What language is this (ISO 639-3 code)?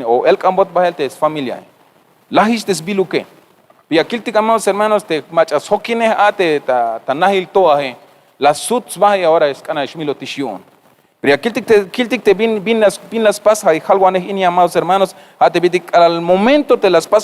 tzh